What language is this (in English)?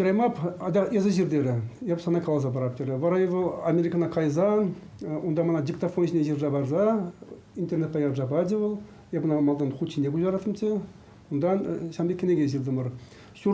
Chuvash